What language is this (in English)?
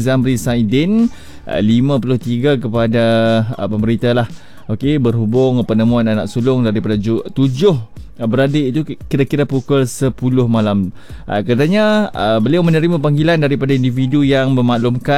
Malay